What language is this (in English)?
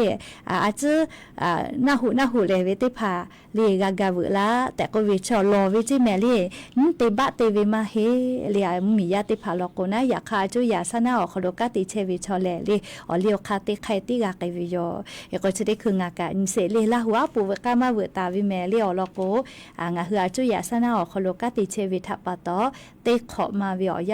Lahu